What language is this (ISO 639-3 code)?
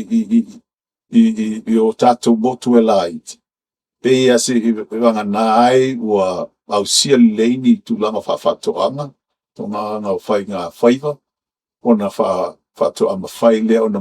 smo